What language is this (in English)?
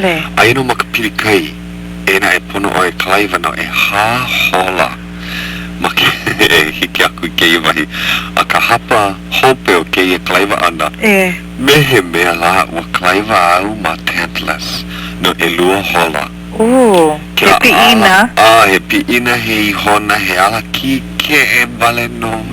Hawaiian